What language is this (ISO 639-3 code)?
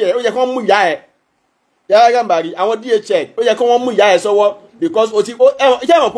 yor